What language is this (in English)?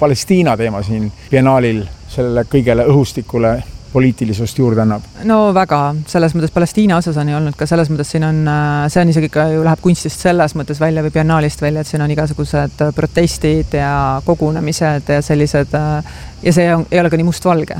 Estonian